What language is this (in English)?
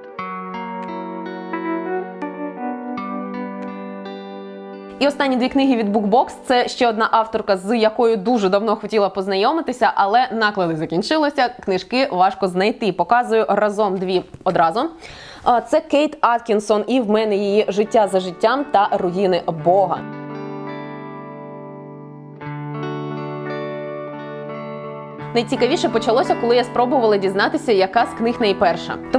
Ukrainian